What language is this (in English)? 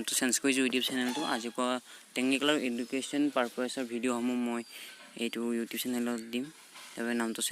Assamese